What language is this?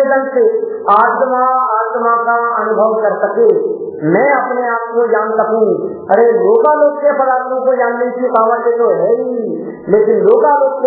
Hindi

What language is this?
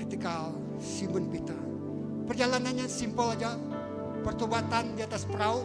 Iban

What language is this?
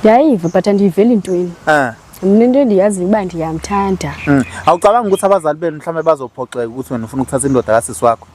Zulu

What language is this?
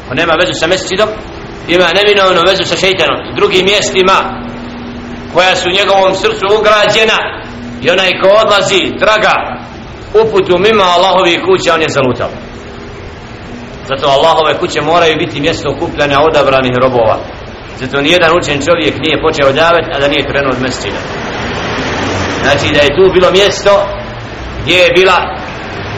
Bosnian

